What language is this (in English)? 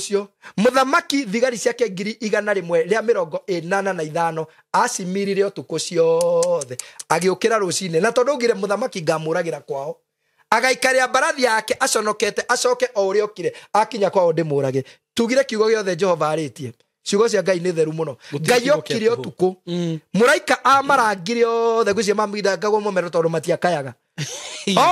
Kikuyu